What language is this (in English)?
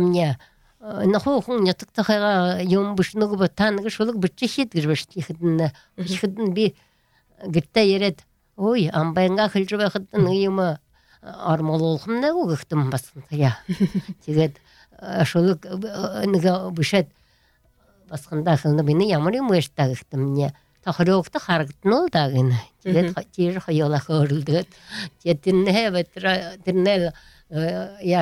Buriat